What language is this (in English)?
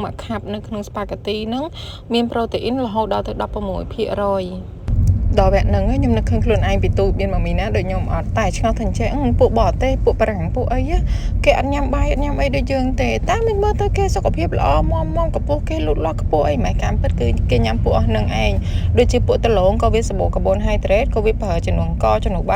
Khmer